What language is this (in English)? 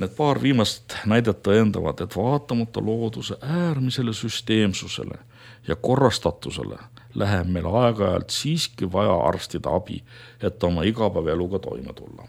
Estonian